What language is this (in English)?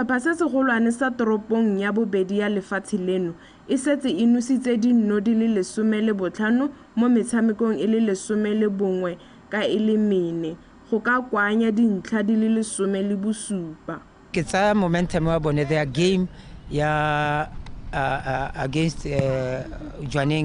Tswana